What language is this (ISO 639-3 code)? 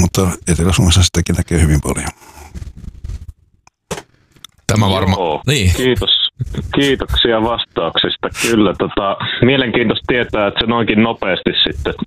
fin